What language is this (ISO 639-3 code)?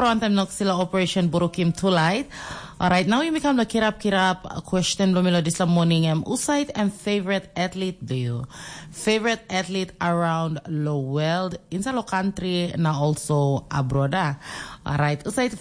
tpi